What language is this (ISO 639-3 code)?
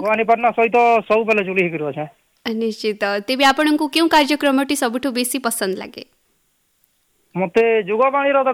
ori